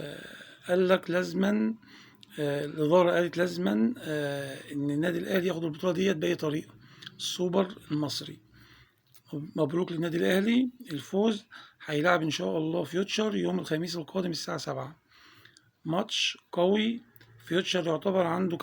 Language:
Egyptian Arabic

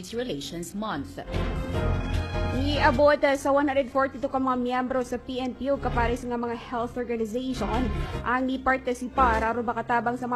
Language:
Cebuano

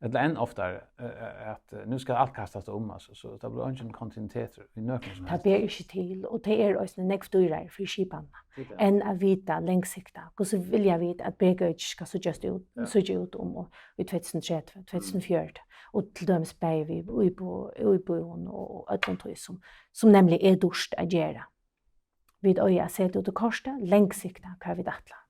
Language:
Faroese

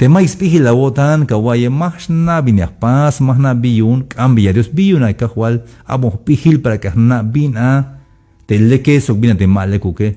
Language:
Tzeltal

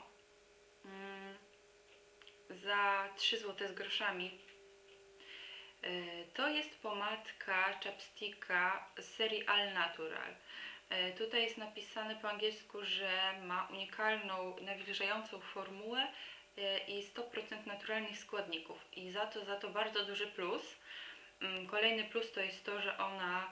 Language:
Polish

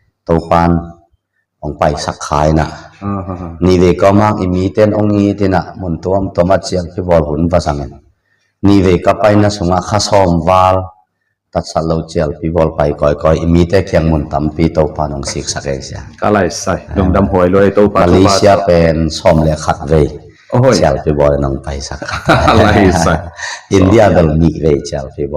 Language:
Tedim Chin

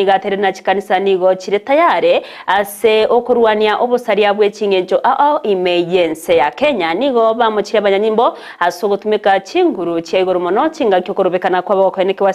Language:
Gusii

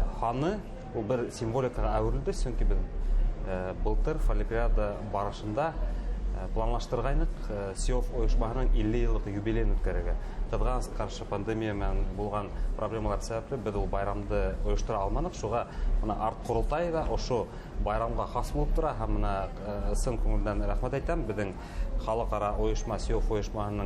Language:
Bashkir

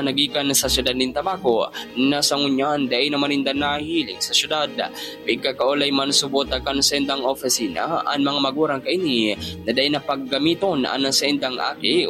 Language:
Bikol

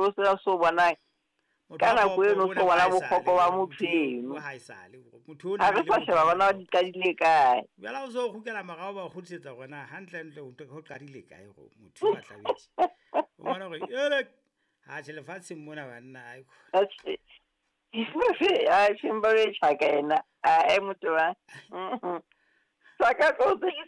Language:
Southern Sotho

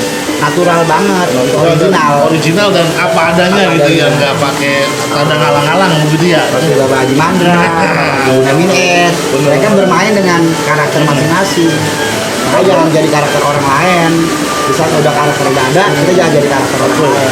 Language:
Betawi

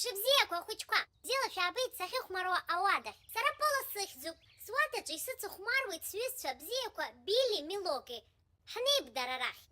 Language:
Abkhazian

